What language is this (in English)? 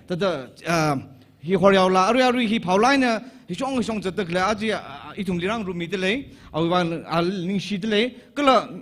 Tangkhul Naga (India)